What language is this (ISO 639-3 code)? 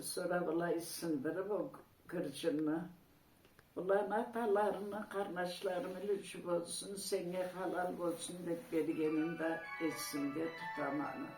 krc